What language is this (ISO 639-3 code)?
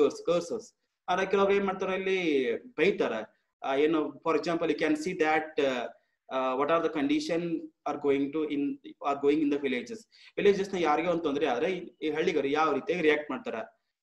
kan